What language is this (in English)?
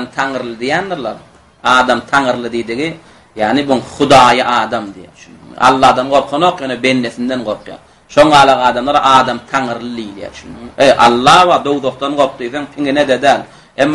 Turkmen